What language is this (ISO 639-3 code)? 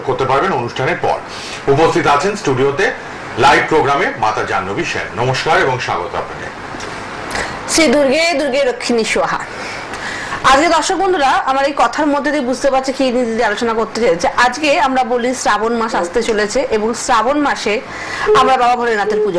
ben